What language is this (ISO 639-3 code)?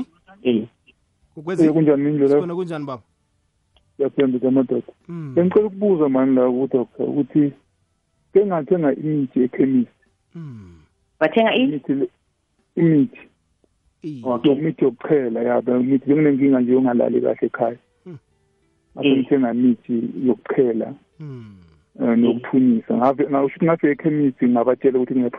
nbl